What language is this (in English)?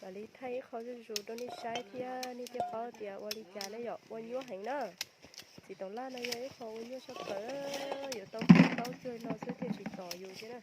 Hmong